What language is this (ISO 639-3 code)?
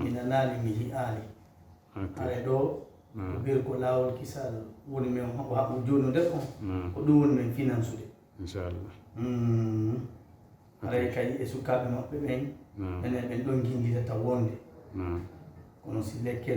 ful